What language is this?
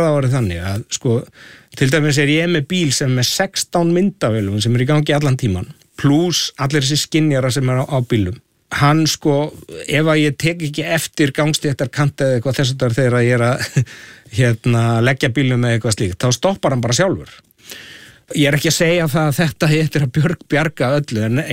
Icelandic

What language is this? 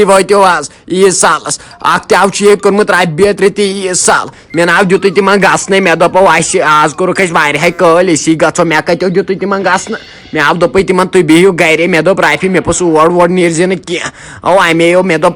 Kashmiri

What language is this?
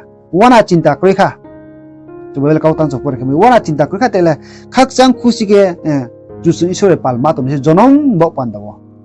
Riang (India)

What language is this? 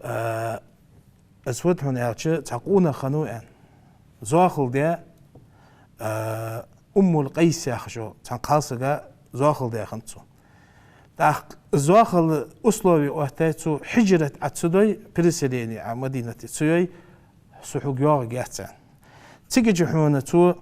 Ingush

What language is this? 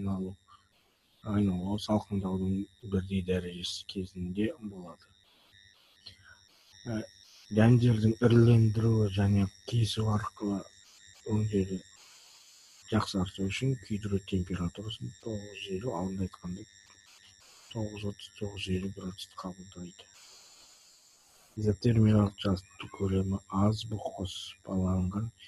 Kazakh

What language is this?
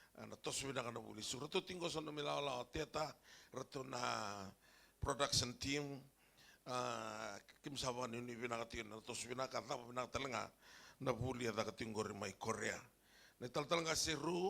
Fijian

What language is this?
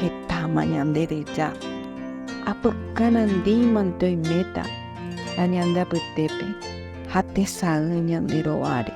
Guarani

